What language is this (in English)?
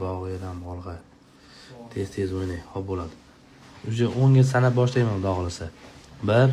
Uzbek